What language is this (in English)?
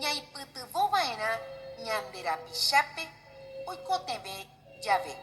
Guarani